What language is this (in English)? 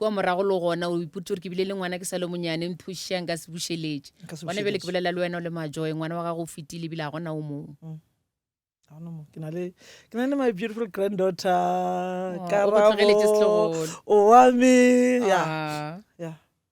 Northern Sotho